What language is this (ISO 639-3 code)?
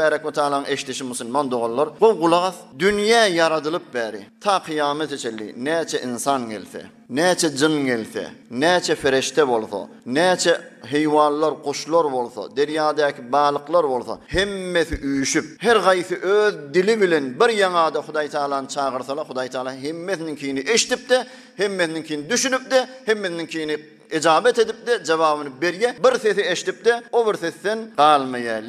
tuk